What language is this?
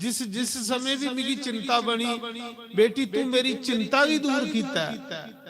Dogri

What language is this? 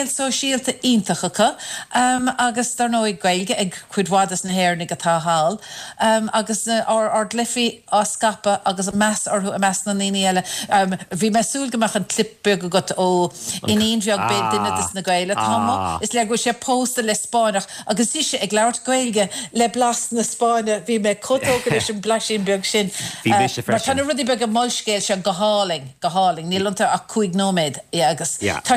Irish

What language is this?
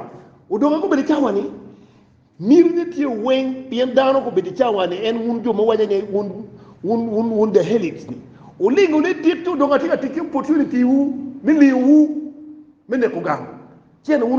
Acoli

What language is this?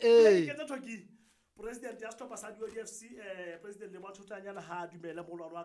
Southern Sotho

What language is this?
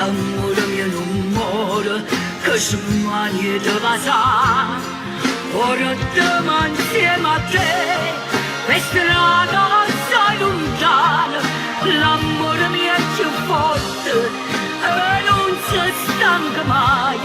Neapolitan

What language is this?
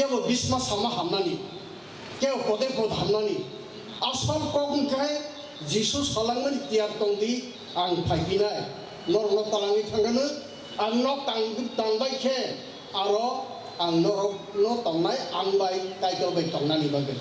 Kok Borok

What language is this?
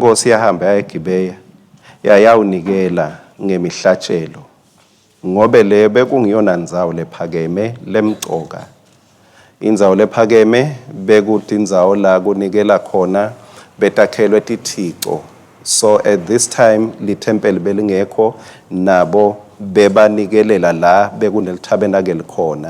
Swati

